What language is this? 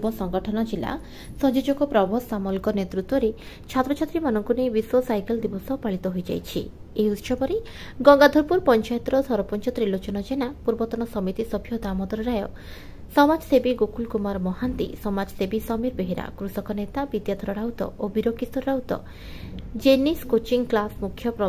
Odia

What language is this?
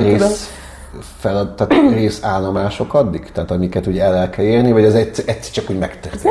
Hungarian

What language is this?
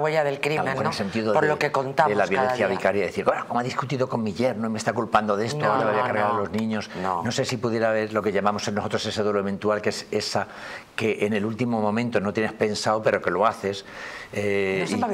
Spanish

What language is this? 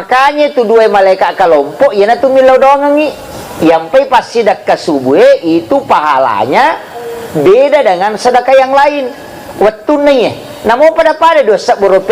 Buginese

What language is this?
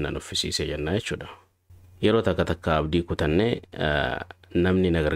Oromo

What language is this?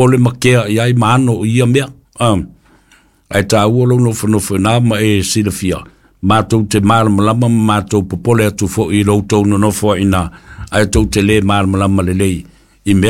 Samoan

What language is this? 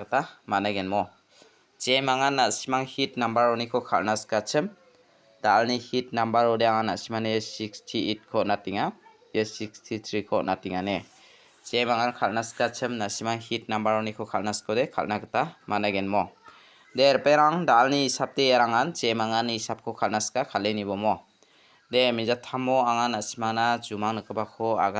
Garo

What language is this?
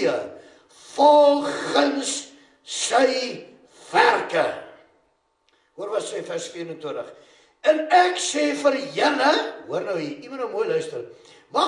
Afrikaans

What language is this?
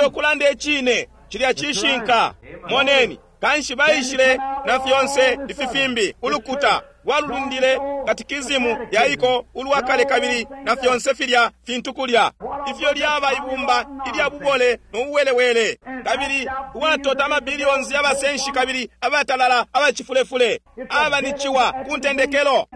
Bemba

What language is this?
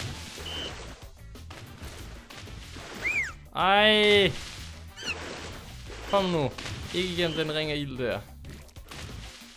Danish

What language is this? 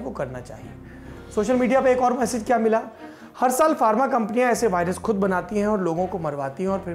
Hindi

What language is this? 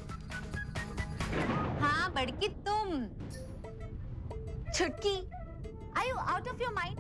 Hindi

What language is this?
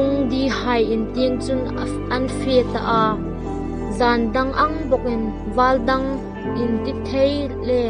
Hmar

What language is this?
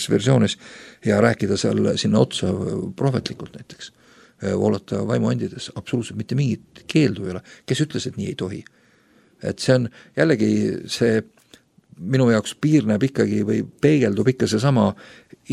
Estonian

